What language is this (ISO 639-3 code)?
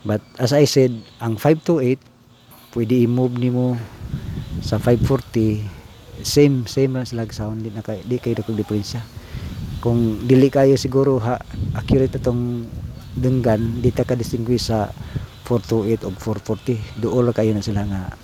ceb